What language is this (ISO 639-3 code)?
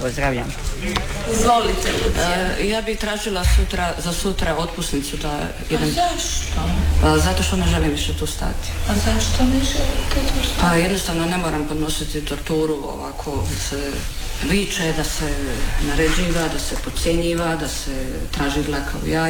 hrv